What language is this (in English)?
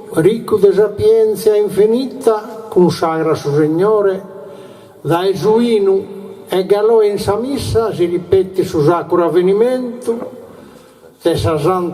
Sardinian